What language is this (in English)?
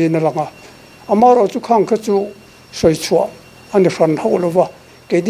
Mizo